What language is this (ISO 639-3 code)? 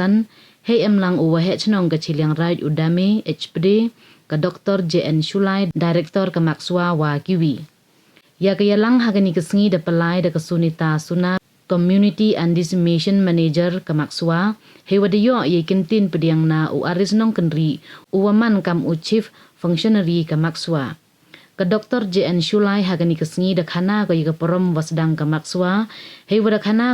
pbv